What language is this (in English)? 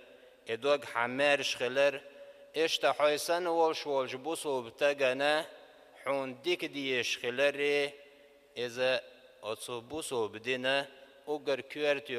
Chechen